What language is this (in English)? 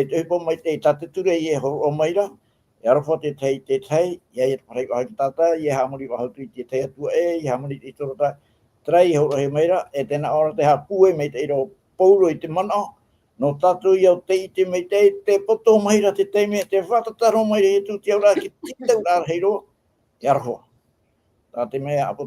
Tahitian